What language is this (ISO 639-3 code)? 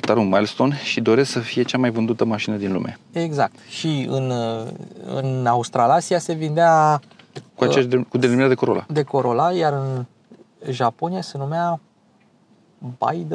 ron